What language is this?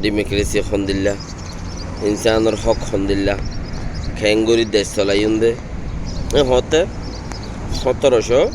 Rohingya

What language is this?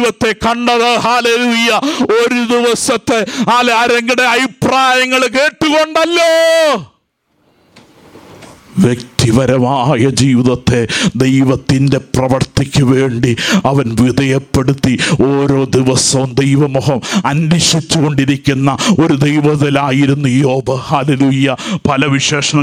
Malayalam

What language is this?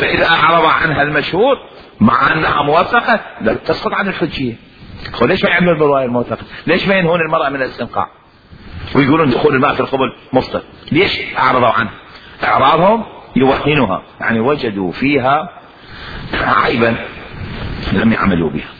Mesopotamian Arabic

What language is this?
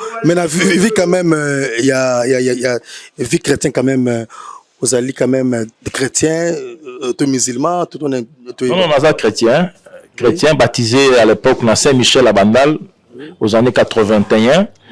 Lingala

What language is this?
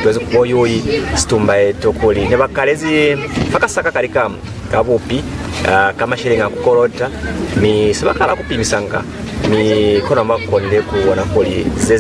Lozi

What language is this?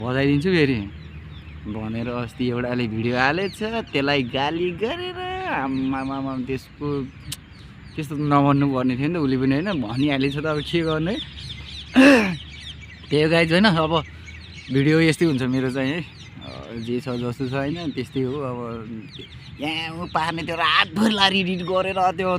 Nepali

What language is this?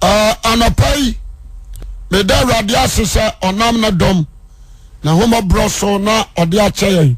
Akan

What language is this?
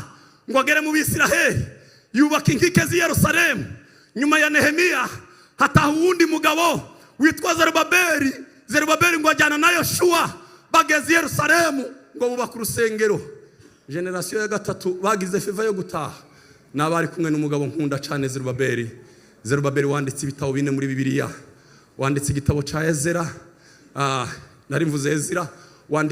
Kinyarwanda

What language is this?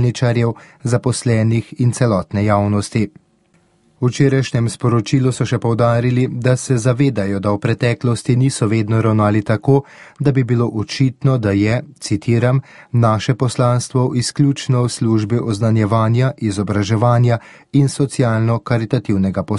Slovenian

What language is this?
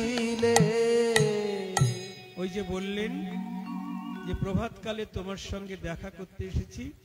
Bangla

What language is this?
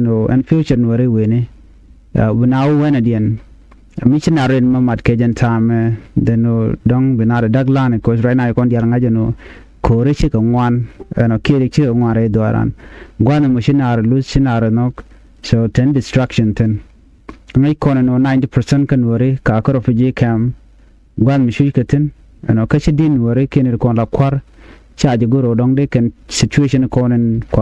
Nuer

